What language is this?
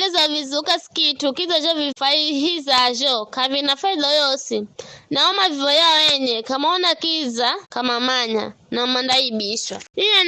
Giryama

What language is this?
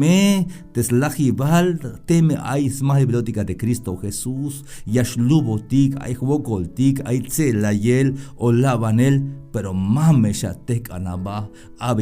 Tzeltal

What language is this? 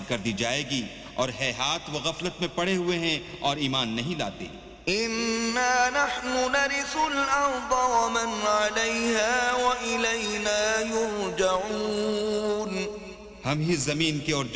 Urdu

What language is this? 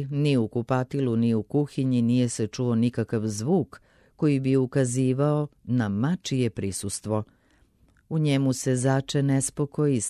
Serbian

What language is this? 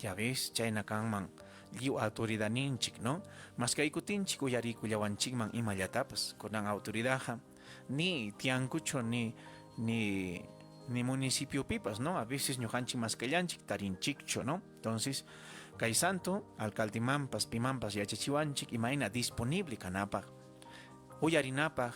Ayacucho Quechua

